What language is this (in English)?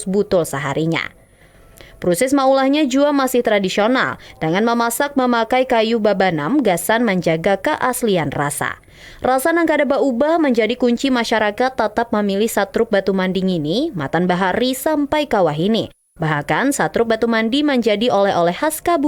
Banjar